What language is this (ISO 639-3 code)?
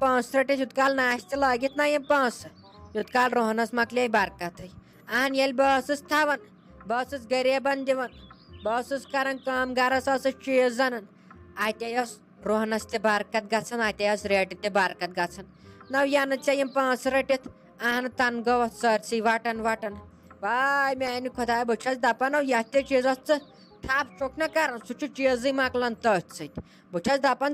kas